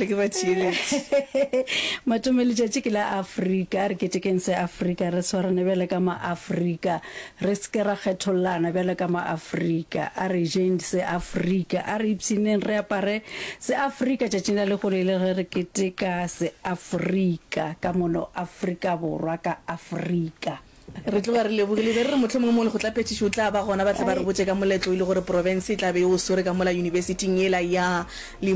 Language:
Northern Sotho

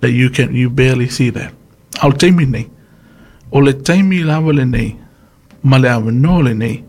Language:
Samoan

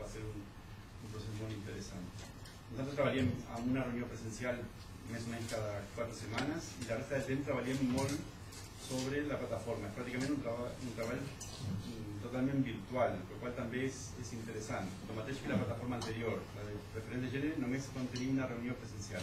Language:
Catalan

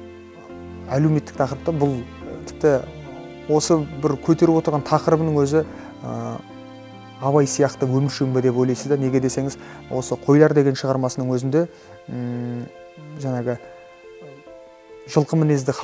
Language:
Kazakh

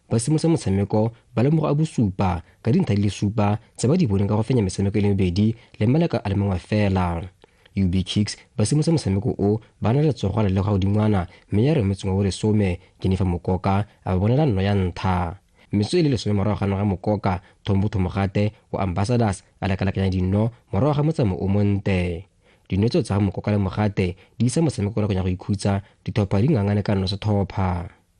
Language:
Tswana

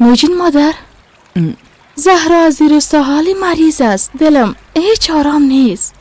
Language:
Persian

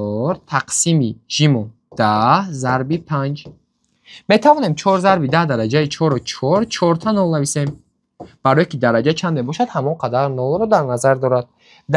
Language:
Tajik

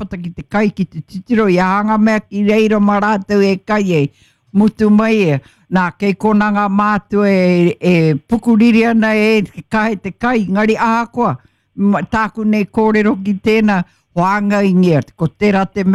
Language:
Māori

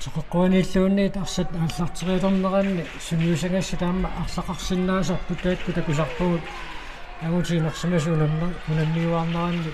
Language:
Kalaallisut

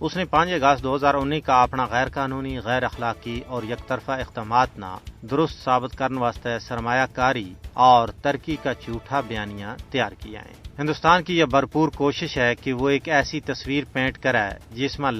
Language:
Gujari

